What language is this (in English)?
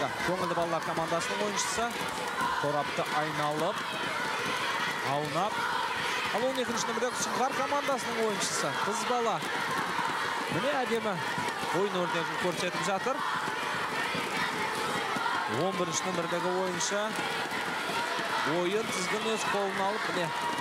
Kazakh